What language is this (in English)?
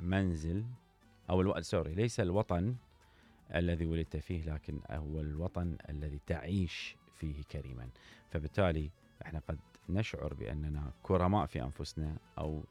Mesopotamian Arabic